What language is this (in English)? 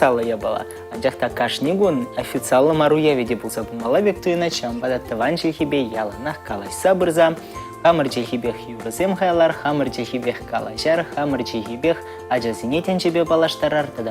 Chuvash